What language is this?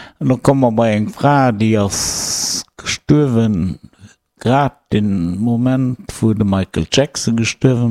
Luxembourgish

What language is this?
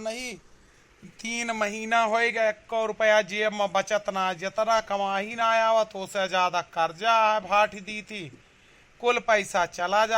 Awadhi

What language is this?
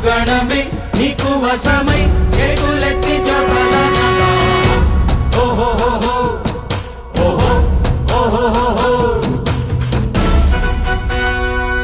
Telugu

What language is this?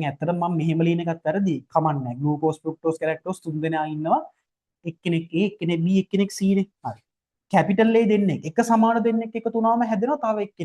Sinhala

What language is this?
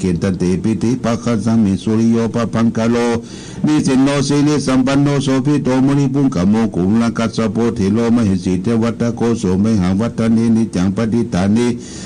Pali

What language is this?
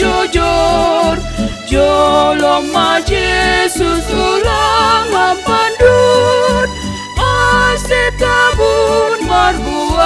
Batak Simalungun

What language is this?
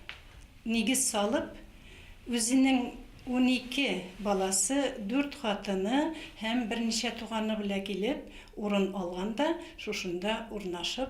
Bashkir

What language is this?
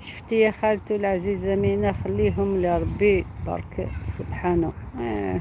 Algerian Arabic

